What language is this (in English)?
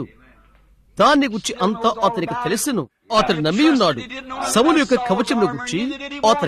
Telugu